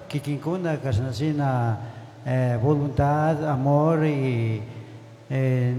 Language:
Chimborazo Highland Quichua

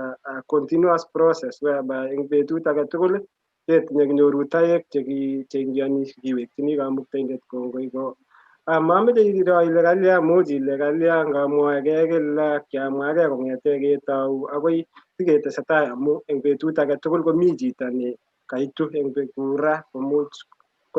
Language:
Kalenjin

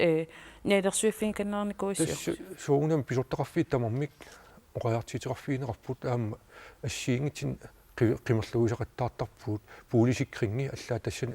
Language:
Kalaallisut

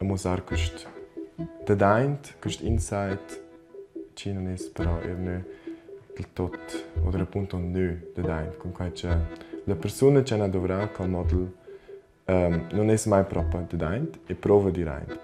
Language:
Romansh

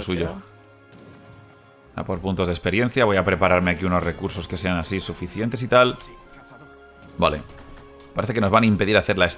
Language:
Spanish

